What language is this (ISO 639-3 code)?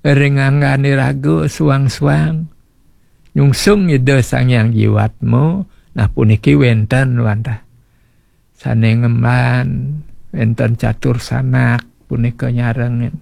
ban